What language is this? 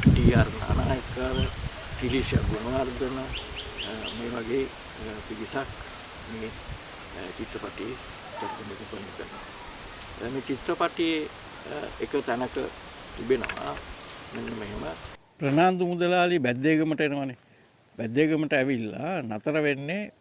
Sinhala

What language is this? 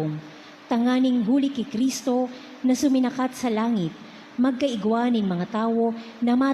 Bikol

